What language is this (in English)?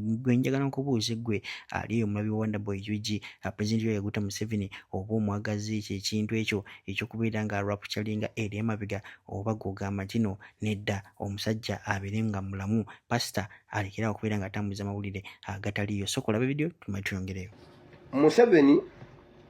Ganda